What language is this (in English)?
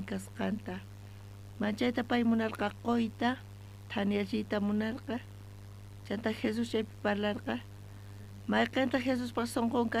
South Bolivian Quechua